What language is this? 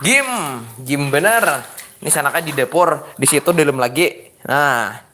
Banjar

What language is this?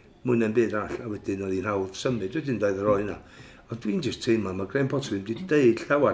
Welsh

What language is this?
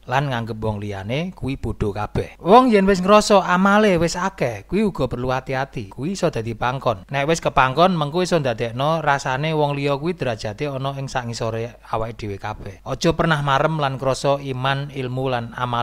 Javanese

